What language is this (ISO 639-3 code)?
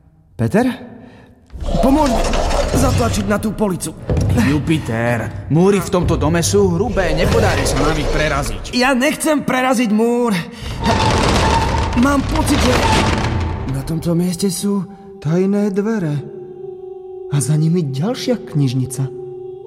slk